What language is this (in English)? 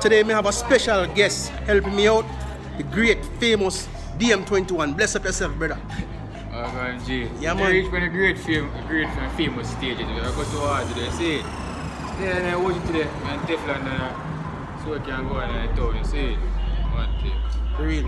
Jamaican Creole English